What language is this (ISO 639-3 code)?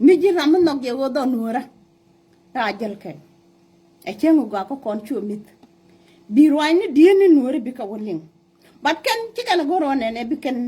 nus